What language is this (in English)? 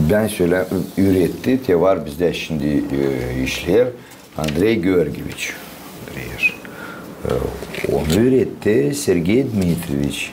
Gagauz